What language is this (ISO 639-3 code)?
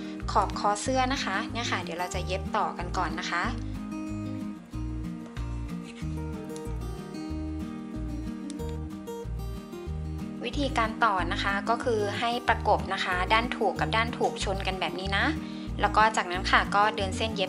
tha